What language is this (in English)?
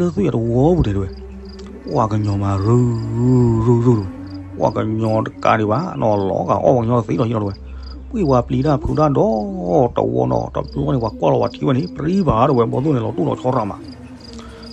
S'gaw Karen